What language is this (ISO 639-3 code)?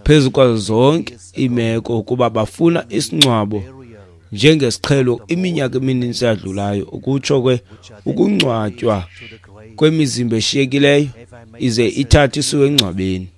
xho